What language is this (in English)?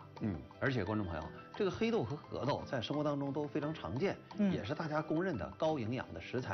Chinese